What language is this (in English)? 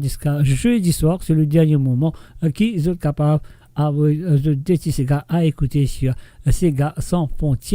Morisyen